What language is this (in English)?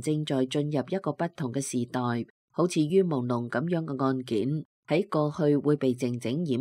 Cantonese